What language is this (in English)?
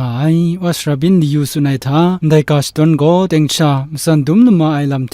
Kachin